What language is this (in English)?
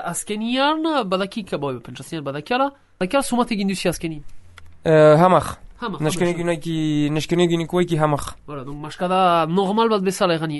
Basque